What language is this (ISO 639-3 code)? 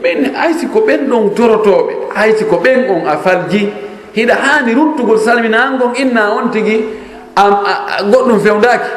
ful